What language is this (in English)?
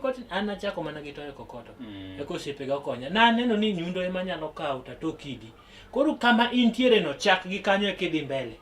Luo (Kenya and Tanzania)